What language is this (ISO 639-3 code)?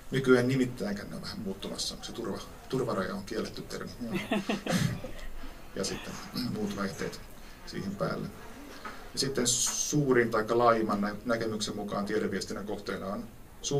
fin